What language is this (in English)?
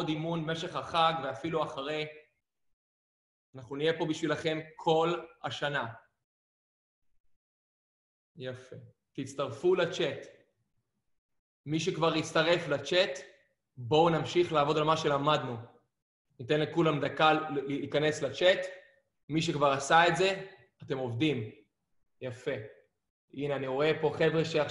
Hebrew